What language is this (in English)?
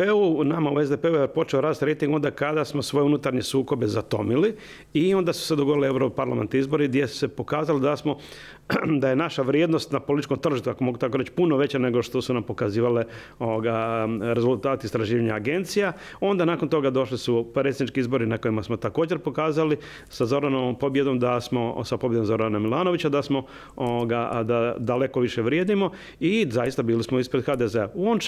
Croatian